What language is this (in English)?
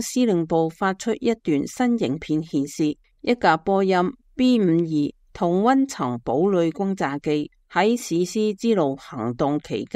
Cantonese